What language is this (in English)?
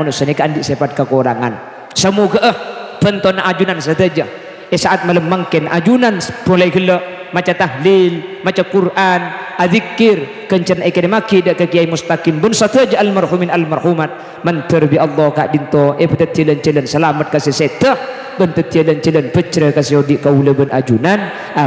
Madurese